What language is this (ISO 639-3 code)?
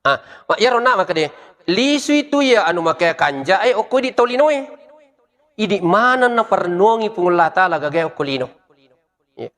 bug